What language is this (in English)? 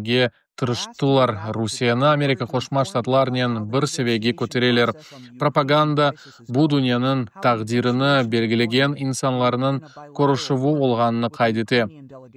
Crimean Tatar